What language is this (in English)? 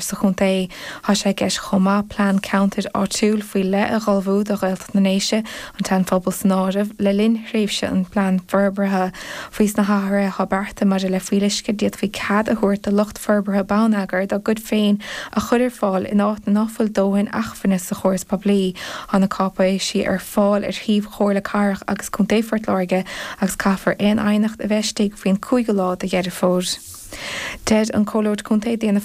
Irish